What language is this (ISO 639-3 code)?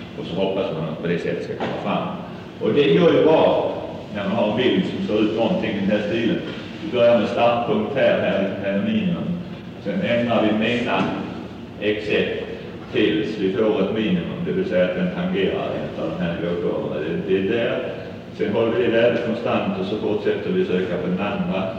swe